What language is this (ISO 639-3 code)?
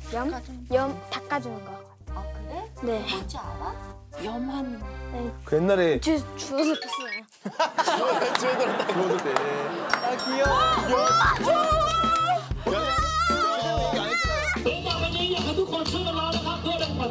kor